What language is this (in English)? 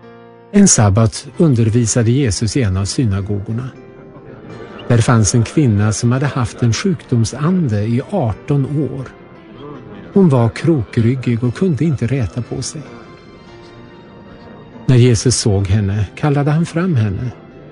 Swedish